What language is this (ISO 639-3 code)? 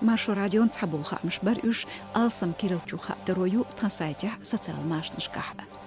che